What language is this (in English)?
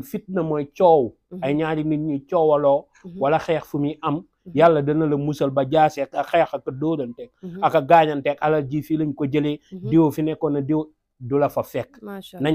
Wolof